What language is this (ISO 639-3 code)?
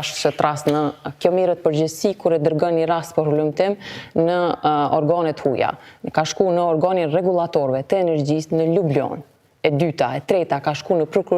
sqi